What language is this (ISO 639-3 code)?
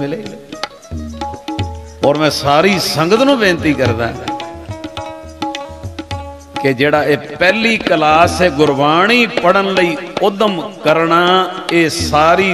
pan